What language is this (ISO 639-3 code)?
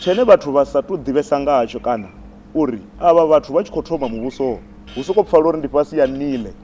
ven